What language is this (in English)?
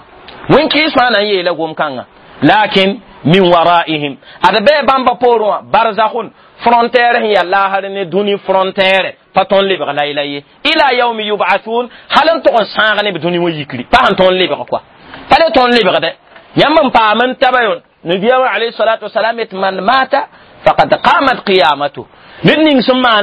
Mossi